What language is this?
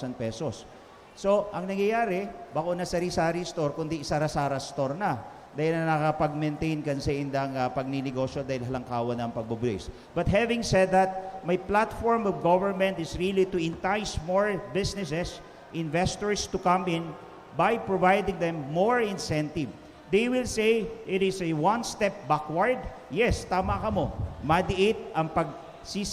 Bikol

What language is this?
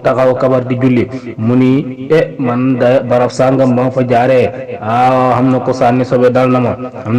Wolof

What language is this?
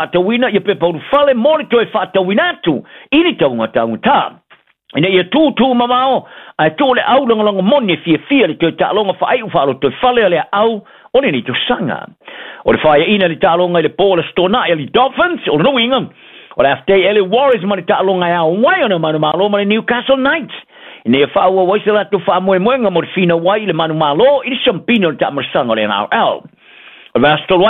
Samoan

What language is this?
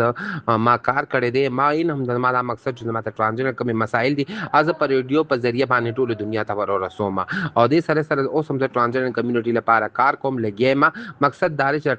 Pashto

